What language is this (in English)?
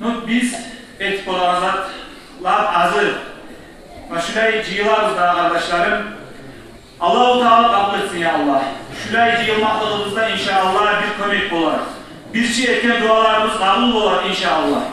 Kumyk